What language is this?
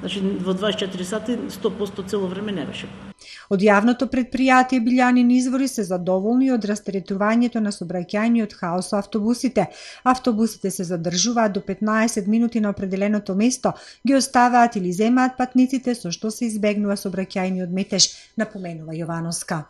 Macedonian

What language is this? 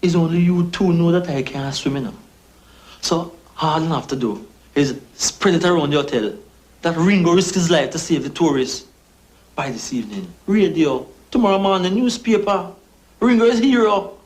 Jamaican Creole English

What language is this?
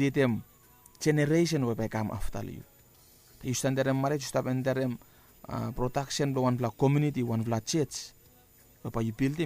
Bislama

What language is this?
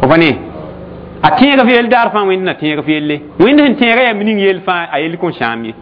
Mossi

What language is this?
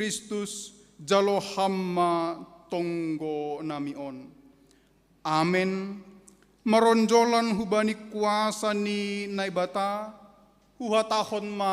Batak Simalungun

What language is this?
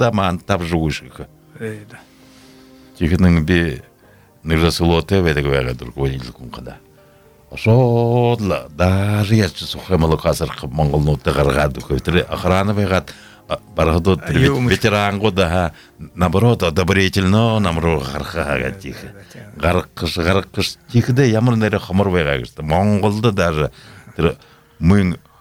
Buriat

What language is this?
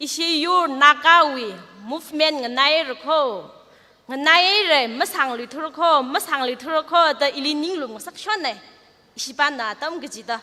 Tangkhul Naga (India)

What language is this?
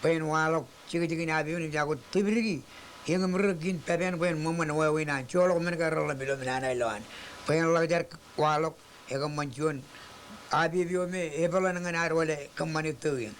Marshallese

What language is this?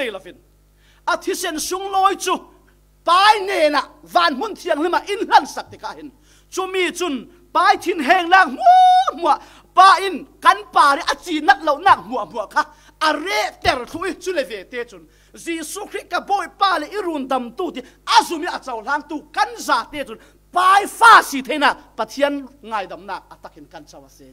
Falam Chin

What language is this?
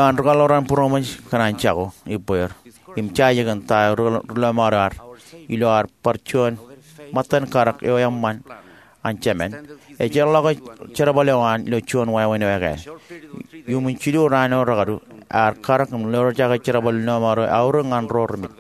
Marshallese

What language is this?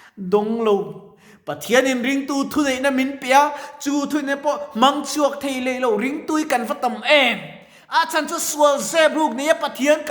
Mizo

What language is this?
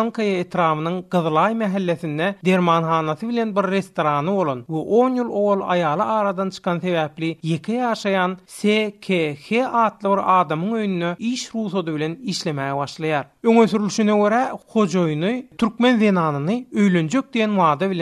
Turkmen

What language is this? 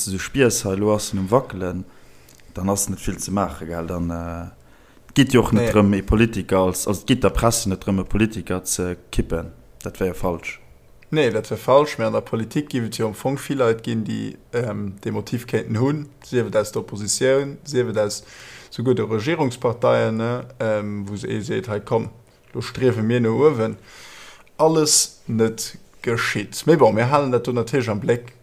Luxembourgish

